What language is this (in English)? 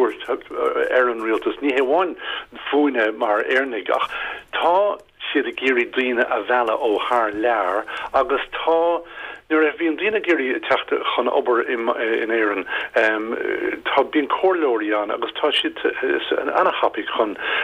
Irish